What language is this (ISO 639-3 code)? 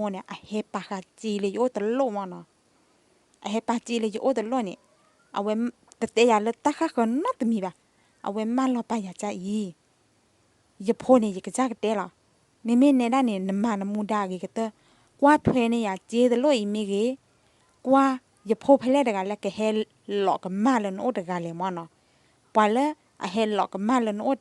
ksw